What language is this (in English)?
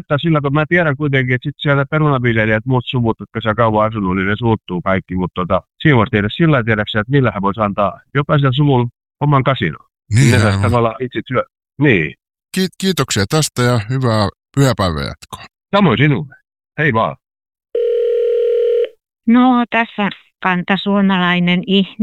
Finnish